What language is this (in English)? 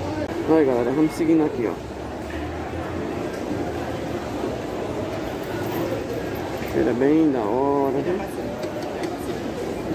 Portuguese